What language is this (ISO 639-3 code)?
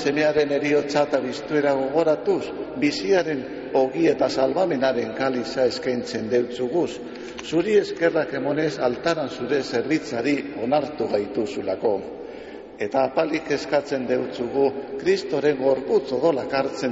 eus